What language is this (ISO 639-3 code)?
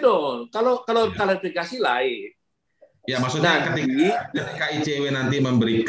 ind